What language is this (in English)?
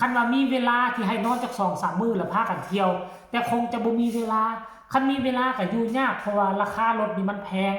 Northeastern Thai